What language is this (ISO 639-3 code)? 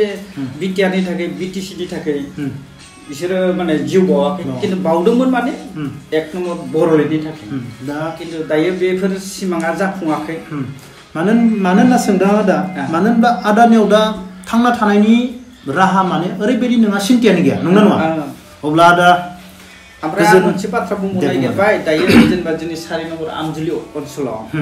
brx